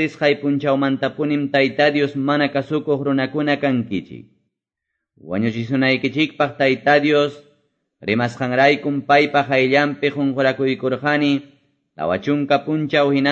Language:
Quechua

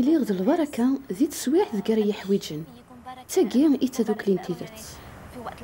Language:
Kabyle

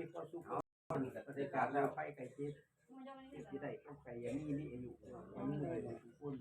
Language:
Northeastern Thai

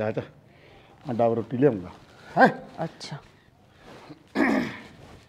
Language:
Punjabi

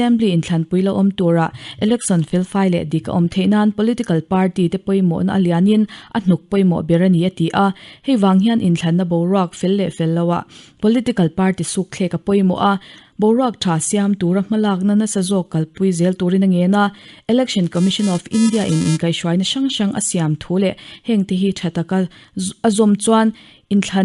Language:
Mizo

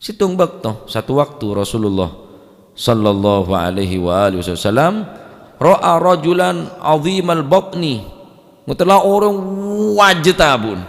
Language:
Madurese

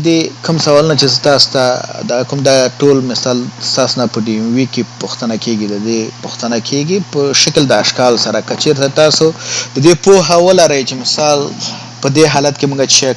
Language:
Pashto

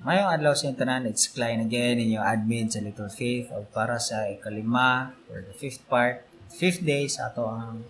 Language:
Cebuano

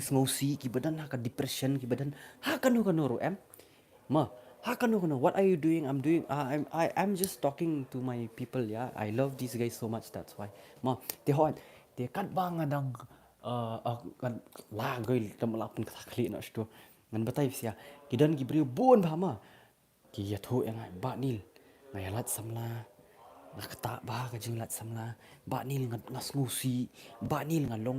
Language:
Khasi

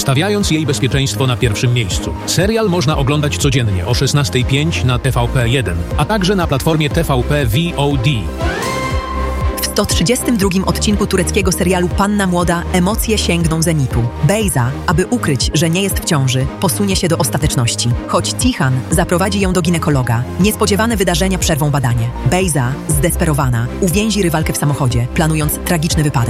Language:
Polish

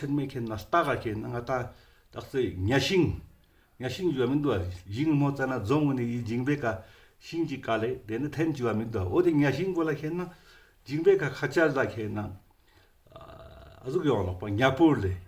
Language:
Ladakhi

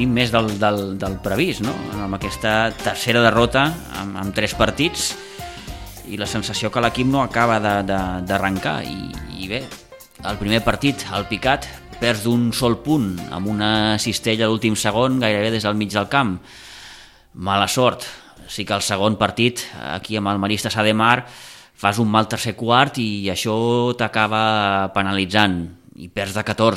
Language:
Catalan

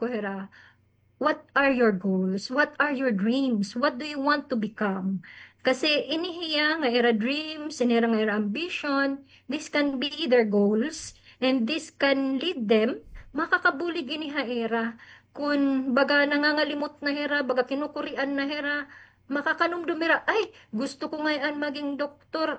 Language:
Waray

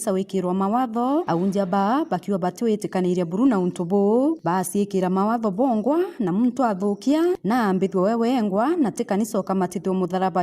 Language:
Meru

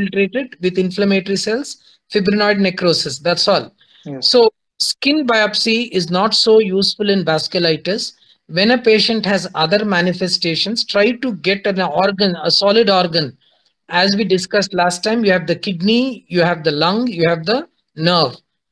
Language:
English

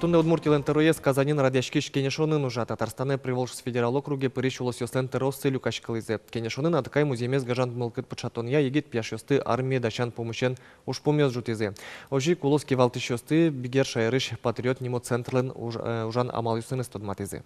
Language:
Udmurt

